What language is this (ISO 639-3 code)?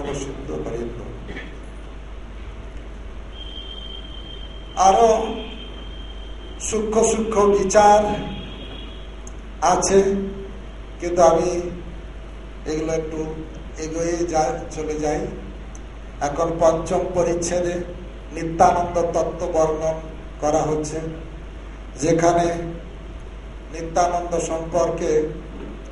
ben